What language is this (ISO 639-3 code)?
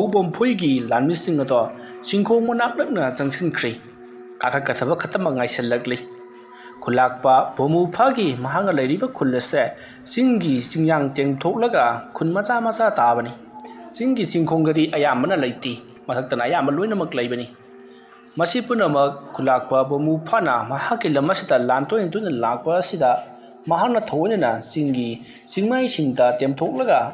mni